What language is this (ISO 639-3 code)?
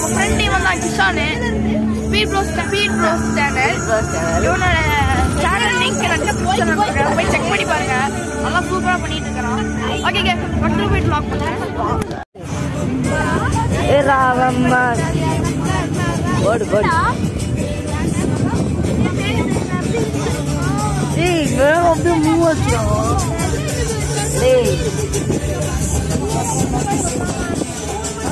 tam